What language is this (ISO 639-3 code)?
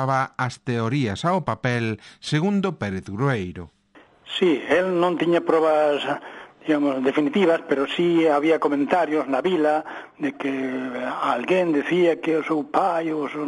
glg